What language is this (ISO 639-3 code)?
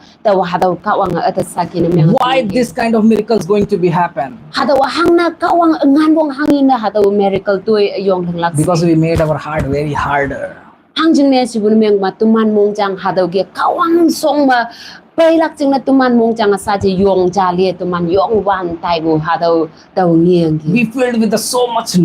nbe